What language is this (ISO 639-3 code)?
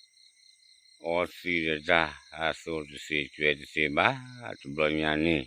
ksw